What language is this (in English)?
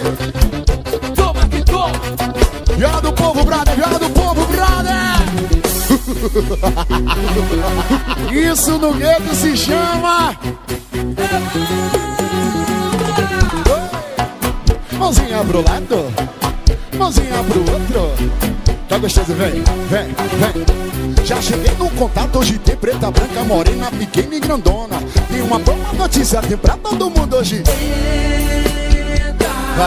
Portuguese